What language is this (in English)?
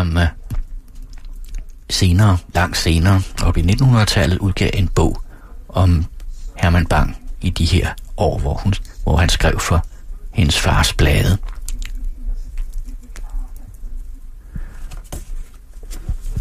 Danish